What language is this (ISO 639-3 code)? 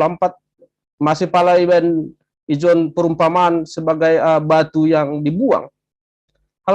bts